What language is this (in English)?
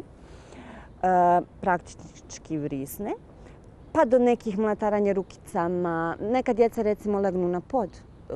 Bosnian